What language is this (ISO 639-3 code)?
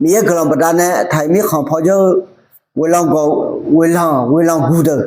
ahk